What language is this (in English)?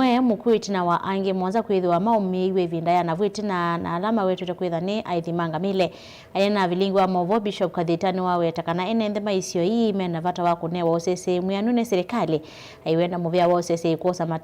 Kamba